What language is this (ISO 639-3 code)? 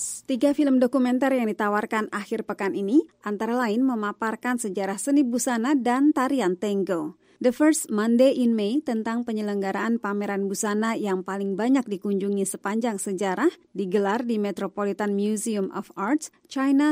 ind